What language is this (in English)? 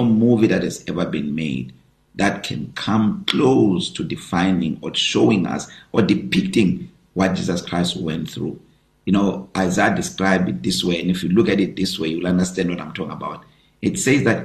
English